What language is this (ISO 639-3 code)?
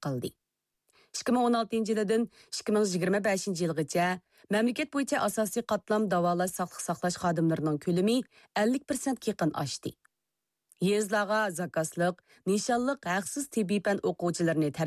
uig